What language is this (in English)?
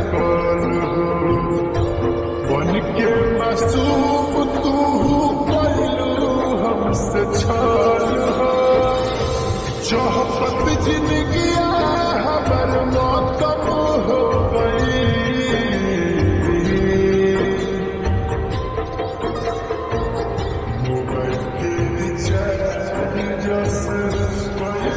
Bhojpuri